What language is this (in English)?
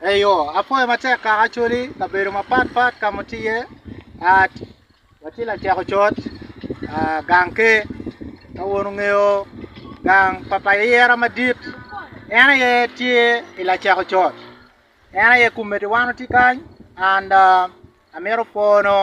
Acoli